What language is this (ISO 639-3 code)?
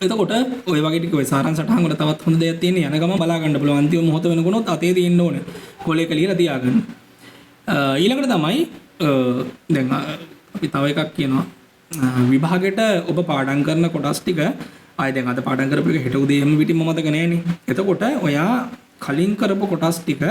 sin